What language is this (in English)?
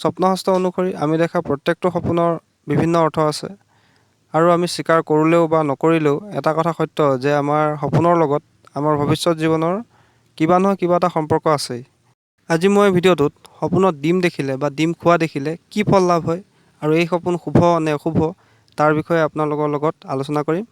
Assamese